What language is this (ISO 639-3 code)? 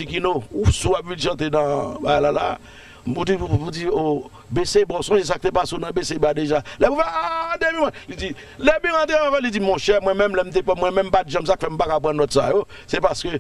hat